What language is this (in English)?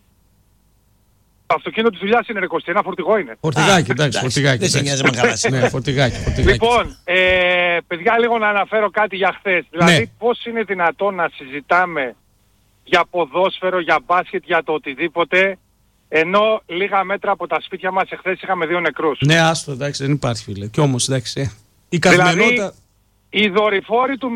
Greek